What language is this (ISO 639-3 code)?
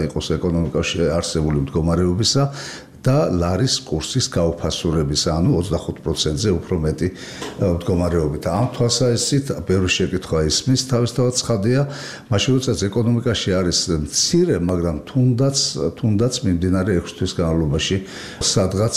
kat